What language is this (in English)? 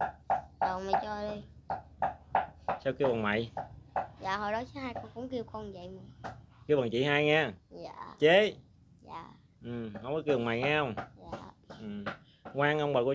Vietnamese